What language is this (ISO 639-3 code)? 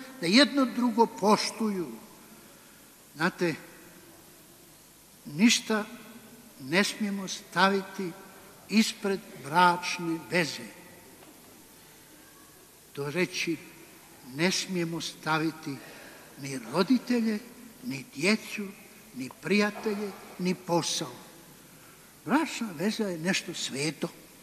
hrv